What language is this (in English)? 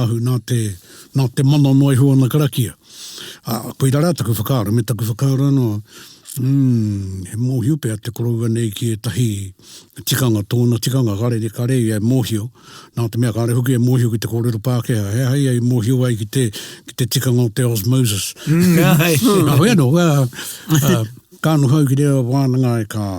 Māori